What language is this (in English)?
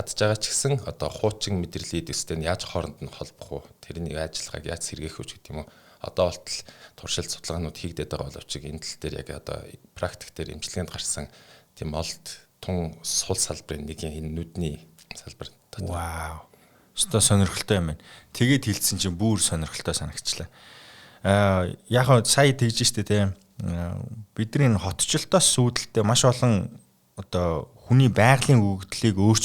Mongolian